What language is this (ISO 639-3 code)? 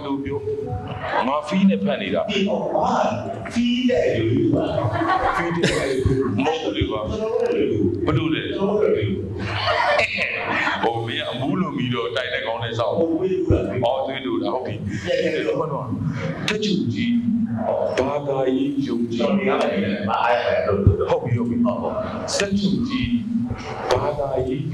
mya